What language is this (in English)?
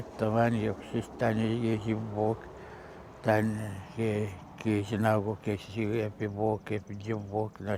Atikamekw